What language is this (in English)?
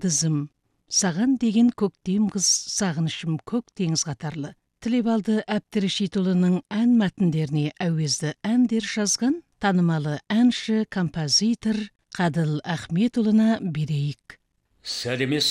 Kazakh